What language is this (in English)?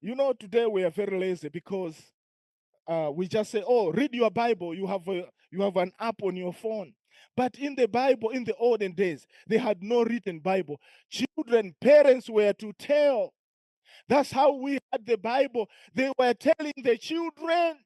English